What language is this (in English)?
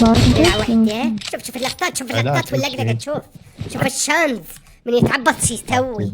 Mesopotamian Arabic